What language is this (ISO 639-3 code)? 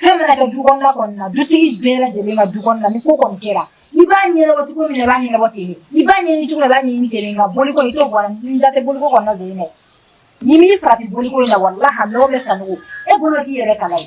bam